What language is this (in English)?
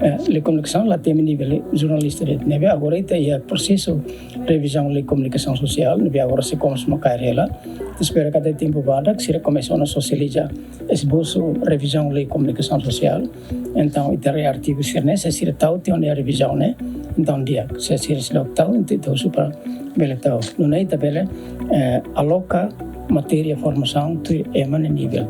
Tetum